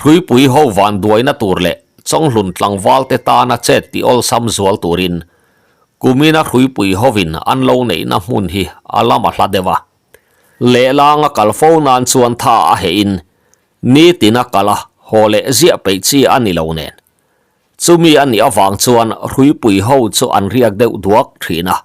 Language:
Mizo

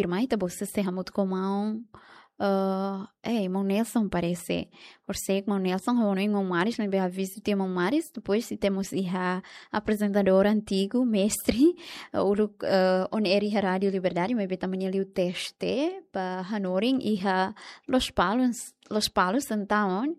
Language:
Tetum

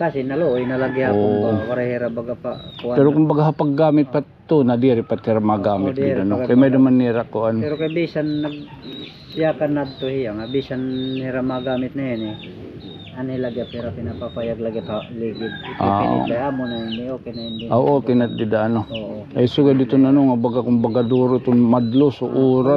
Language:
Waray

